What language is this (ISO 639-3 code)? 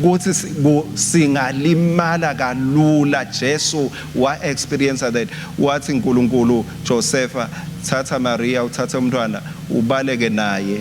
ssw